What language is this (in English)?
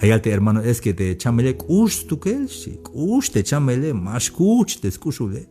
Tzeltal